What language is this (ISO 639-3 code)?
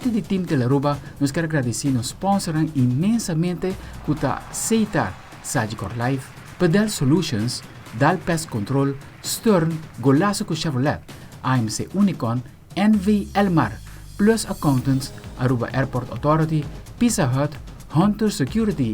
pap